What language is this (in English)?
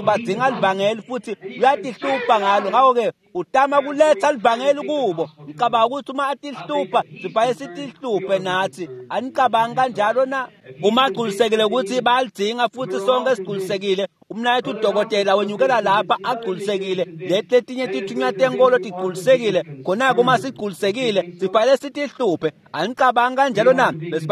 Swati